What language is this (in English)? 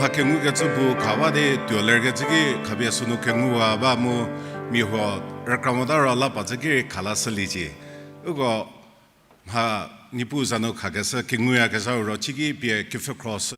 Angami Naga